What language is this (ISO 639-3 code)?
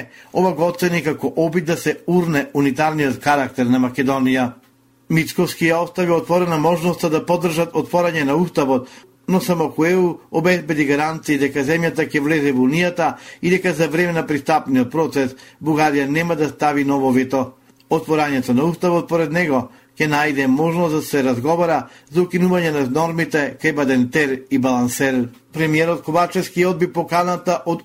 mkd